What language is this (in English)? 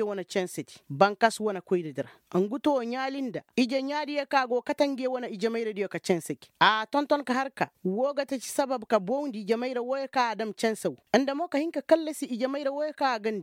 Koyraboro Senni